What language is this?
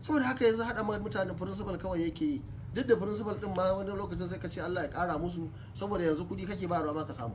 Hausa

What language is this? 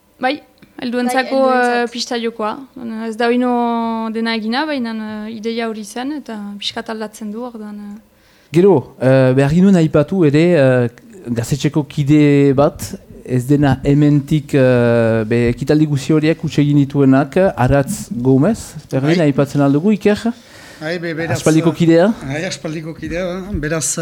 Basque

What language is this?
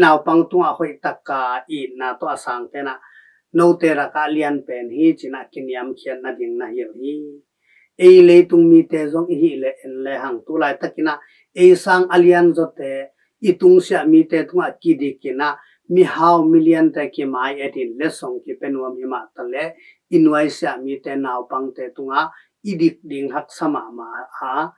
Tedim Chin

